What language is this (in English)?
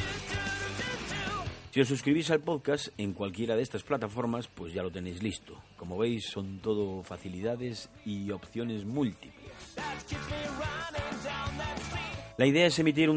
Spanish